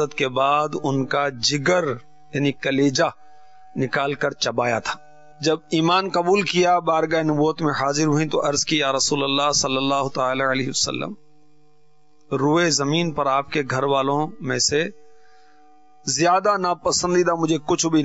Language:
Urdu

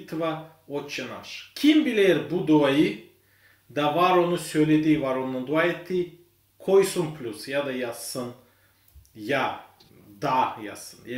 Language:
Gagauz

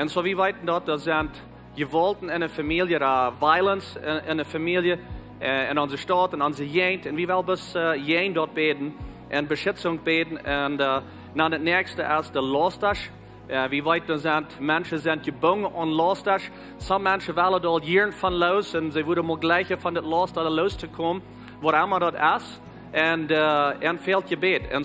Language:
Plautdietsch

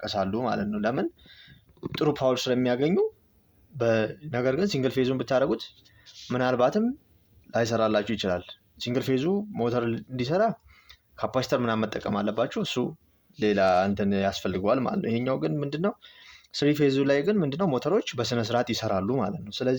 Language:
Amharic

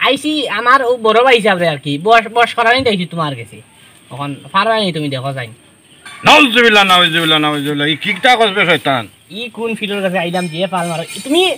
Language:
Sylheti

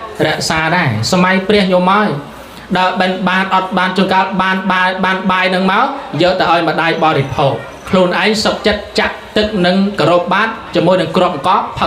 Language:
Khmer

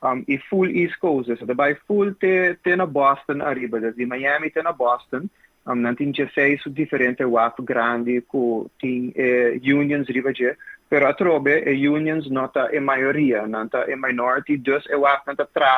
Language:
Papiamento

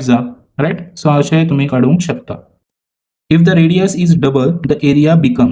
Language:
Konkani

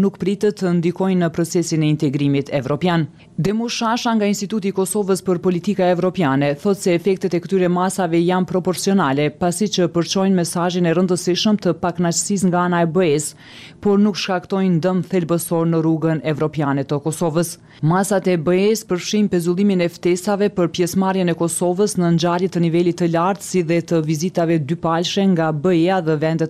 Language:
Albanian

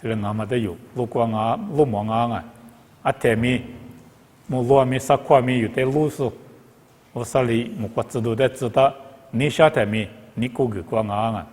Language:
Lisu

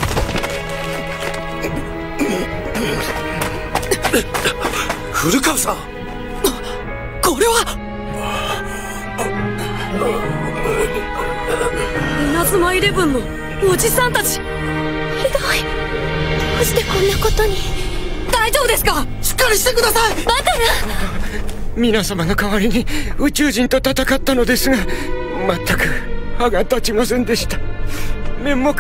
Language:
Japanese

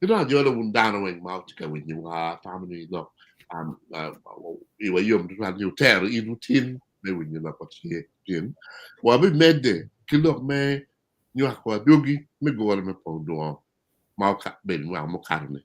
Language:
Acoli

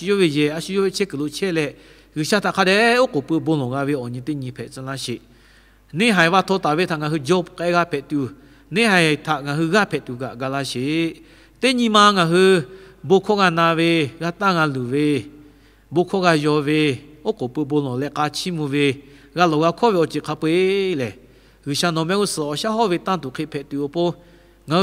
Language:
Lahu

